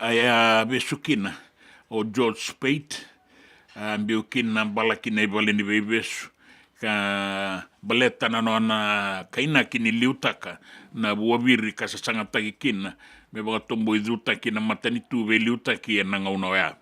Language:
Fijian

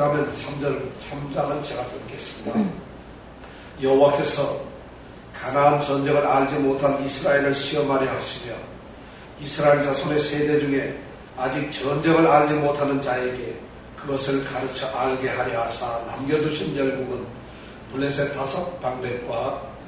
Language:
Korean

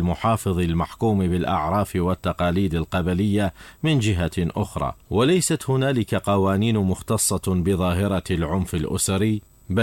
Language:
Arabic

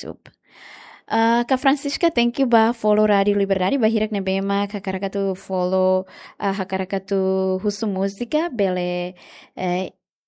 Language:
Tetum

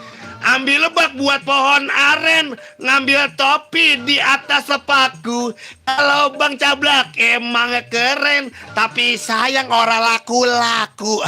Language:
Betawi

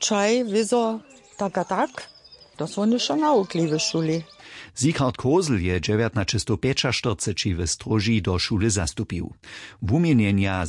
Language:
Upper Sorbian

